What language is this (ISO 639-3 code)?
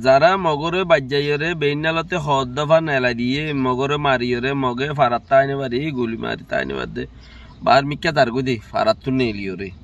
rhg